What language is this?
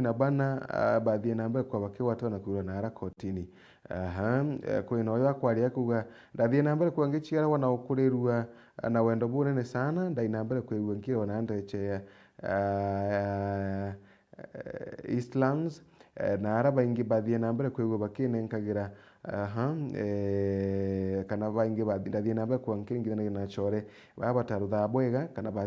Meru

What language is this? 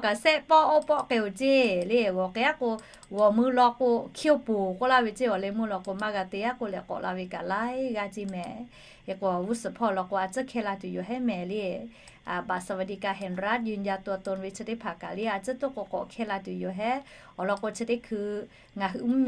Lahu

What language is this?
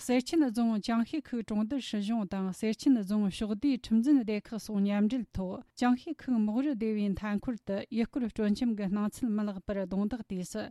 Tibetan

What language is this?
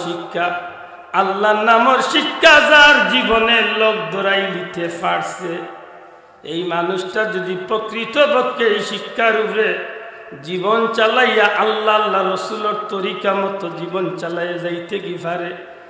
Sylheti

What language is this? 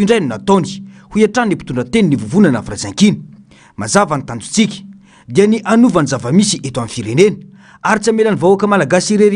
Malagasy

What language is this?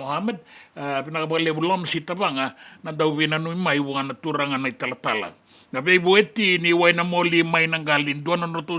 Fijian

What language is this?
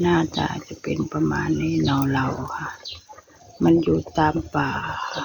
Northeastern Thai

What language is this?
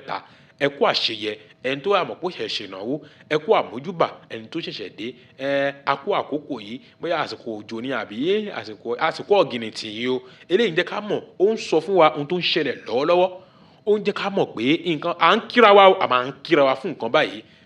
Yoruba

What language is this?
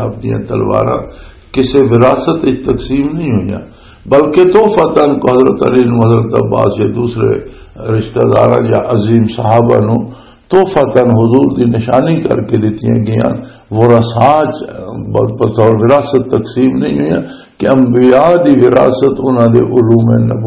Western Panjabi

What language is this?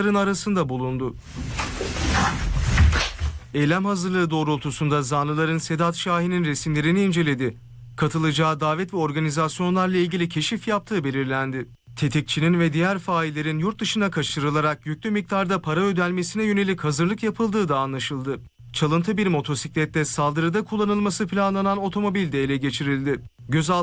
Turkish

